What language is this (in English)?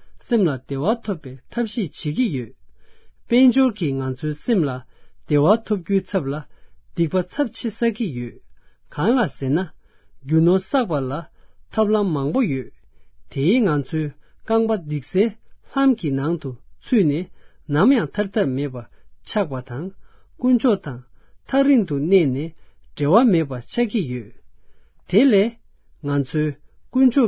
Tibetan